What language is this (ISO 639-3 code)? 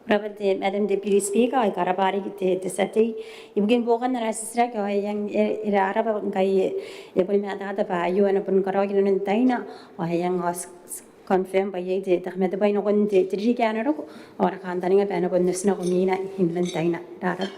gil